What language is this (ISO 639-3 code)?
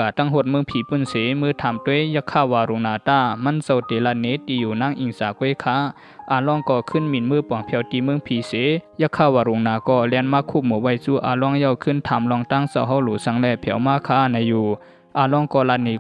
shn